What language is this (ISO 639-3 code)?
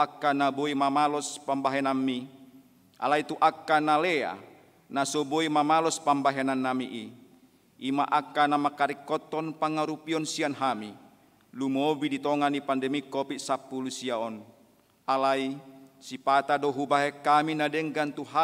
bbc